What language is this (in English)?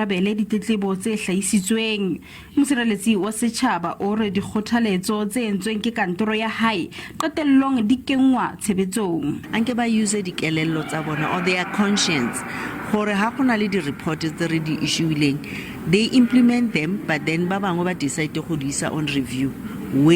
Southern Sotho